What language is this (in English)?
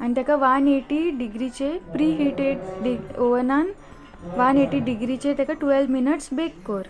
Konkani